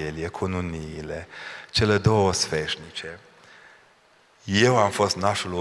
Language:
Romanian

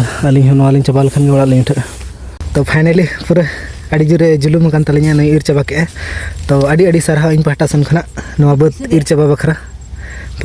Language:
Santali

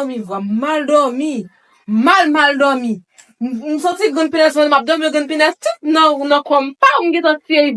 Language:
Haitian Creole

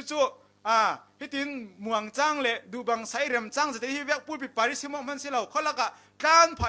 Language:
Falam Chin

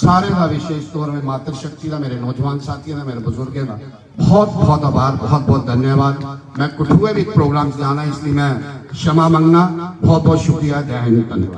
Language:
Dogri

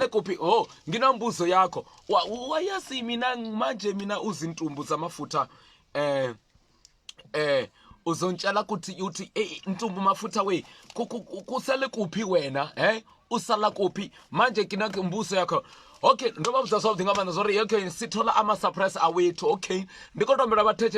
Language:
Venda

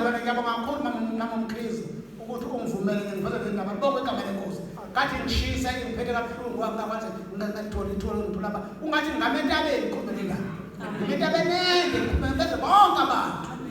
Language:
Zulu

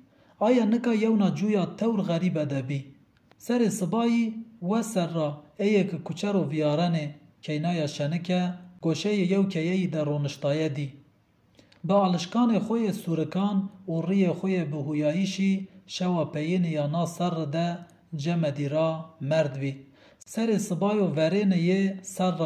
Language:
Zaza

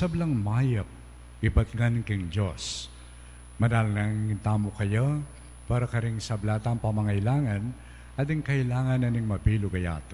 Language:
Pampanga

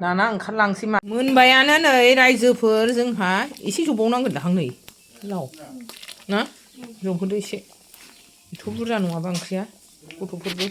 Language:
Bodo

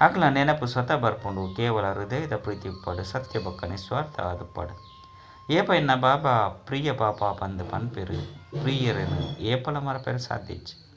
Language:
Tulu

